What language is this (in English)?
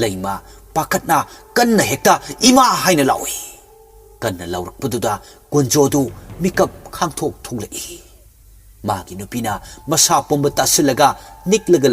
Manipuri